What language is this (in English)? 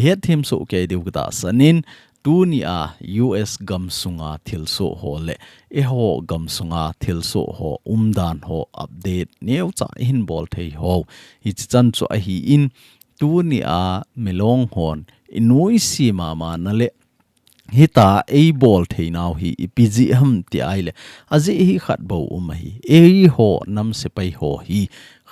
Thado Chin